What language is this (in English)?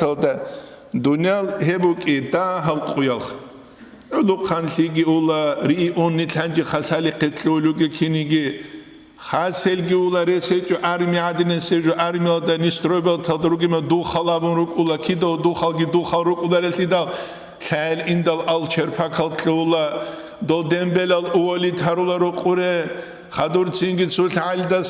Avaric